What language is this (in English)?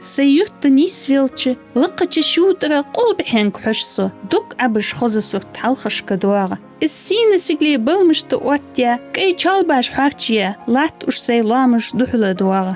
Ingush